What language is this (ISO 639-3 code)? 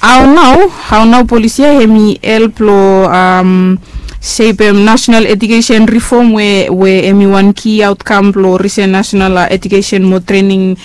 bis